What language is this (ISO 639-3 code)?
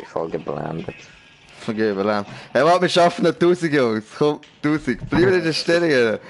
gsw